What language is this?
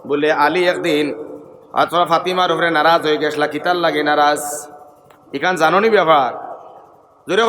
Sylheti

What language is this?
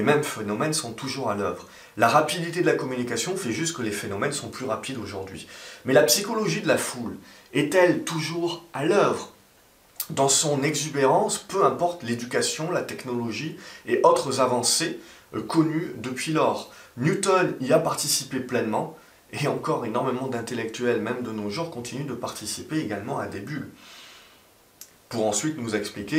French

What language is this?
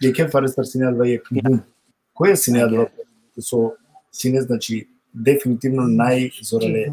Balkan Romani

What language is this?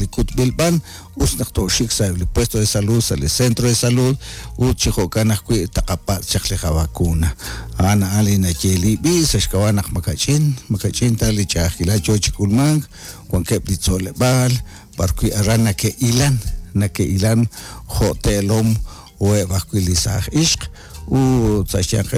Kekchí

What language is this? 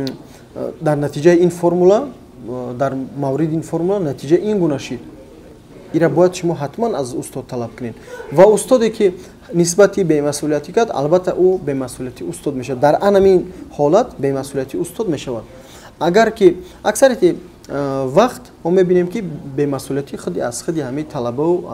Tajik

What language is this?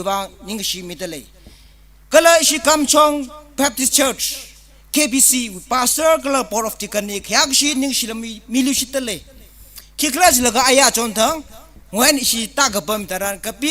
Tangkhul Naga (India)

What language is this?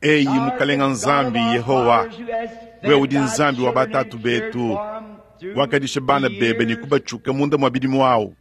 Luba-Lulua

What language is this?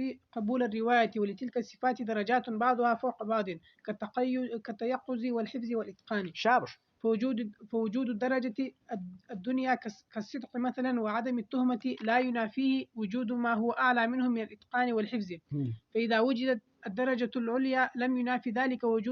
Pashto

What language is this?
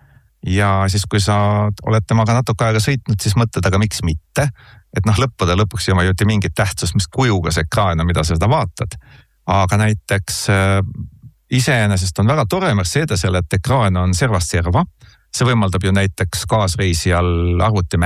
Estonian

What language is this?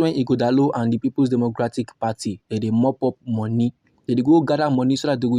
Nigerian Pidgin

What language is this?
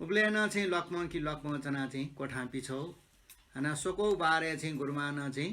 Newari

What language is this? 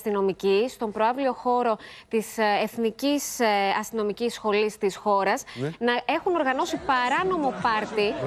Greek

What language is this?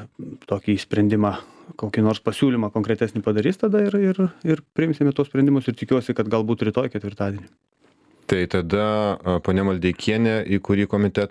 Lithuanian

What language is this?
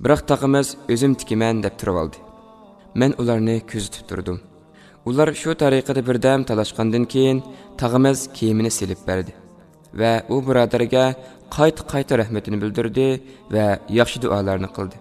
Uyghur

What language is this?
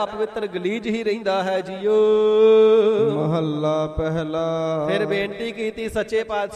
Punjabi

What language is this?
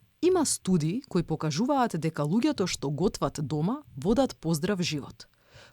Macedonian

